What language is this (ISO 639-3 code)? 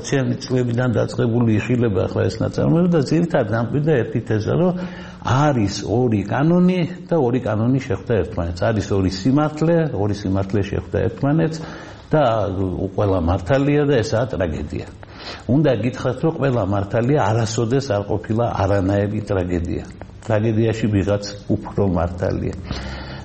kat